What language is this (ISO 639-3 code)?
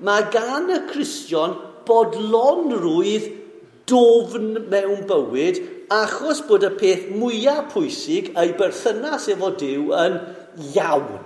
cym